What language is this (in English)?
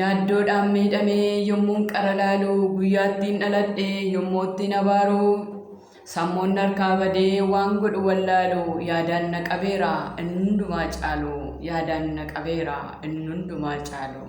Oromo